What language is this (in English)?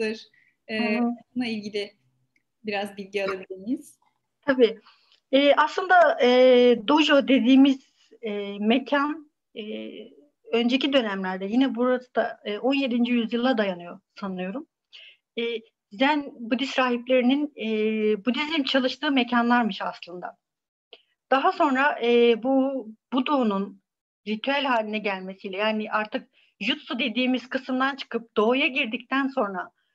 Turkish